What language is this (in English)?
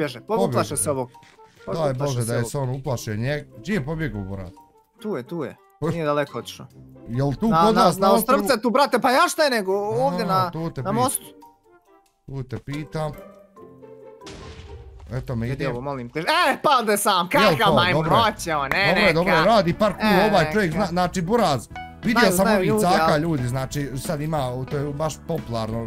Bosnian